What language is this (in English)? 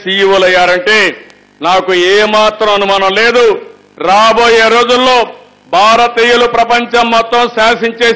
Telugu